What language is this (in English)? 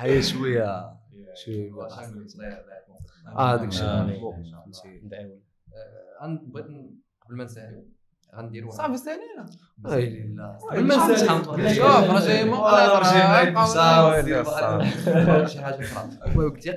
Moroccan Arabic